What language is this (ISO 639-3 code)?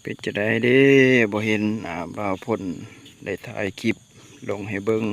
lao